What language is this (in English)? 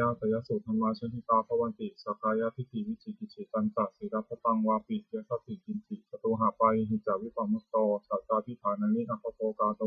Pali